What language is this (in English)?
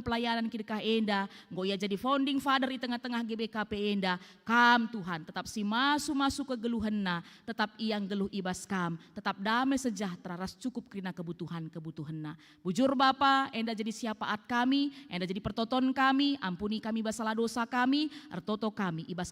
Batak Karo